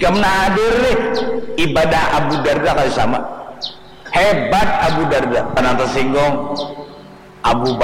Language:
Banjar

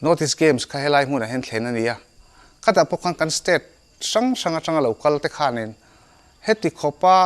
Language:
Mizo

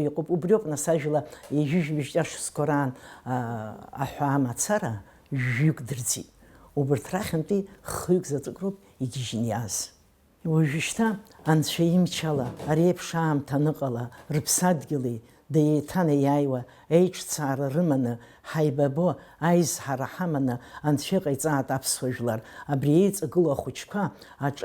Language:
Abkhazian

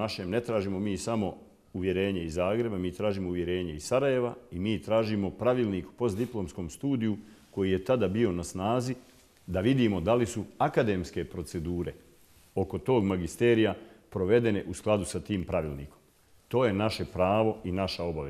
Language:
Bosnian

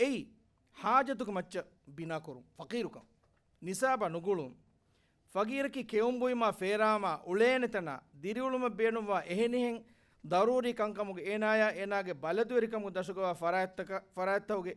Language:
Divehi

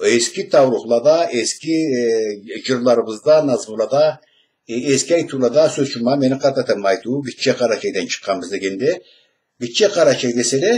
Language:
Karachay-Balkar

